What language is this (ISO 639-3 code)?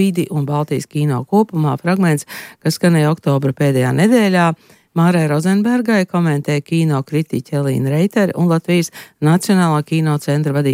lav